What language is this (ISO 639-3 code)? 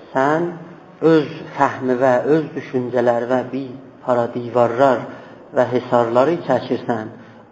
azb